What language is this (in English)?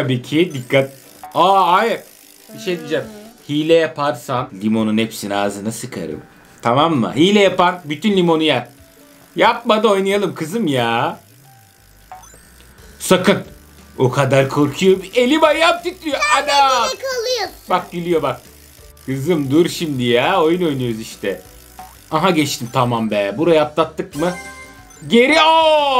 Turkish